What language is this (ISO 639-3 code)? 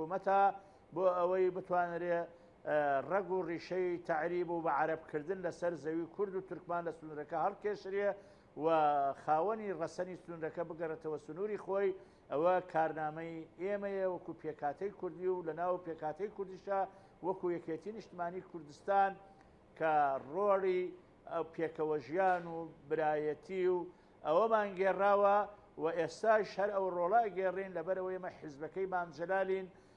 ckb